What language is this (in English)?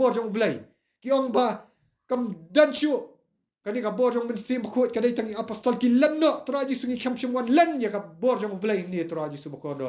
Khasi